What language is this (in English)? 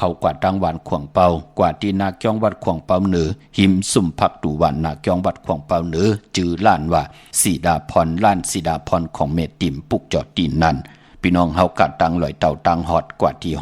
Shan